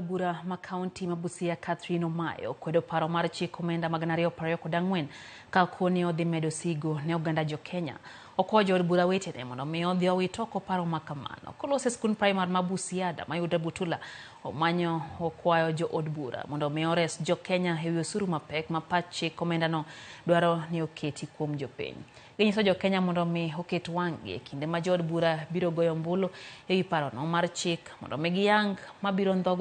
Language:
Luo (Kenya and Tanzania)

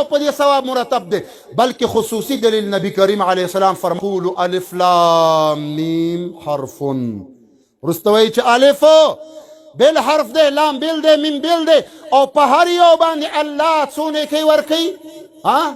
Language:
Pashto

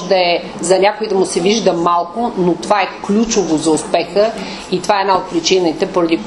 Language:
Bulgarian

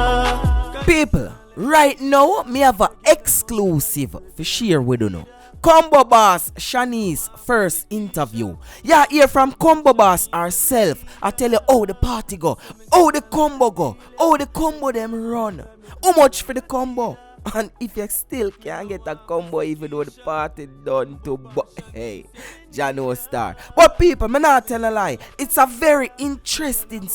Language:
Jamaican Creole English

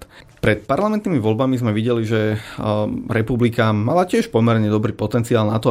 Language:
Slovak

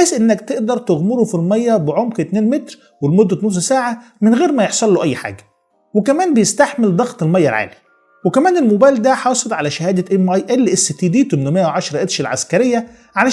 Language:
Egyptian Arabic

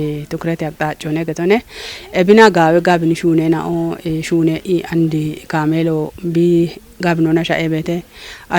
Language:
Kafa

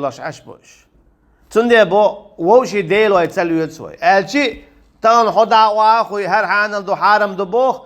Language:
Chechen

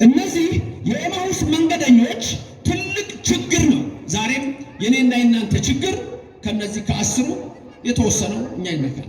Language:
Amharic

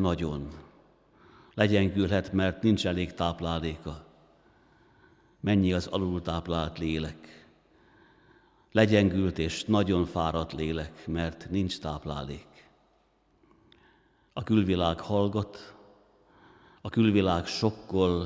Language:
Hungarian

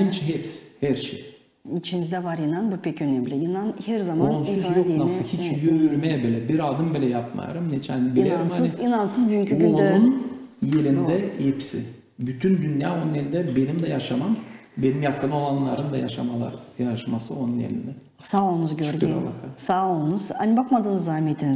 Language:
Gagauz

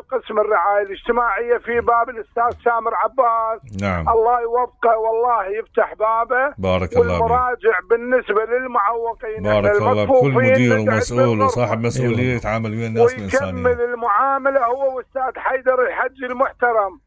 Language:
Mesopotamian Arabic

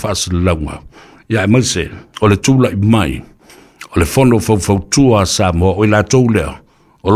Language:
Samoan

